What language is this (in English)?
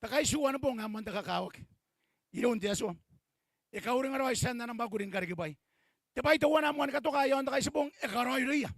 Gilbertese